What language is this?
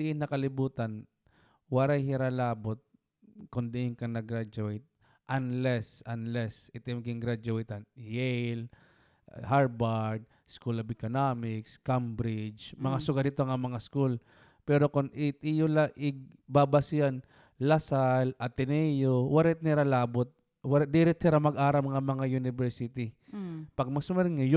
Waray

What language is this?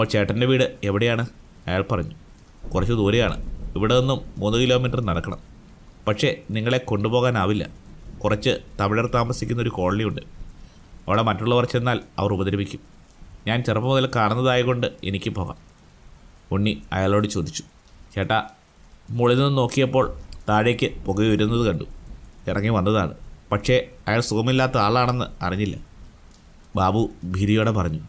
Malayalam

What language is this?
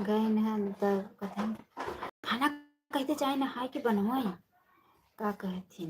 Awadhi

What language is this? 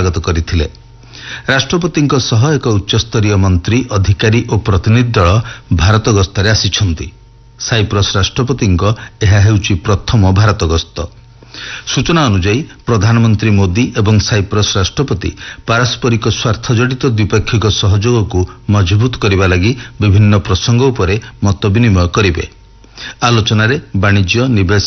Odia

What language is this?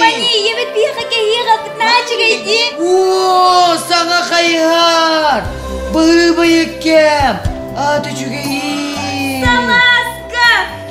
Yakut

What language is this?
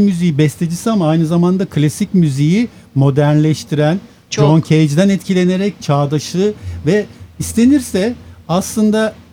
Turkish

